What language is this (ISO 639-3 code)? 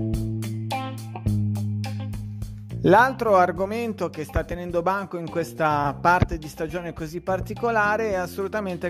ita